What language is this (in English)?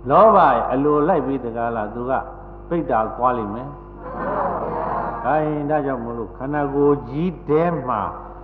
Burmese